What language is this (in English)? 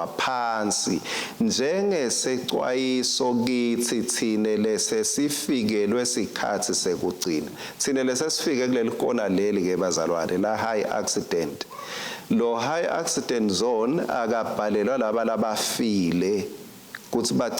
Swati